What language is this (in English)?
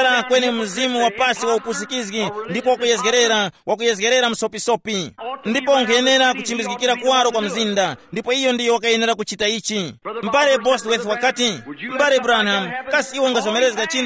Tumbuka